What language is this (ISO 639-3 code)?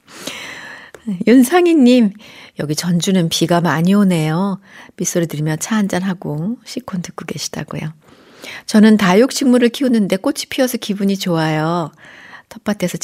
kor